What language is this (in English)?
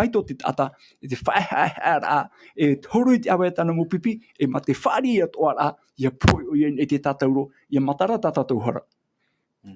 Tahitian